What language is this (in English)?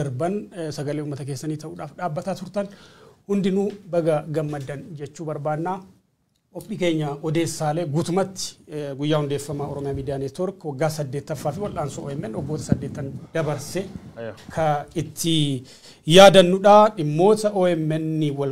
Oromo